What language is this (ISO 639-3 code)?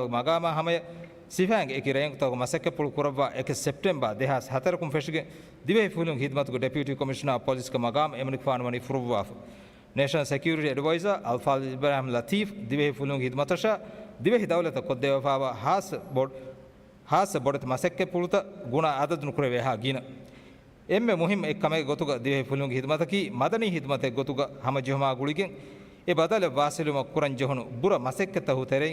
div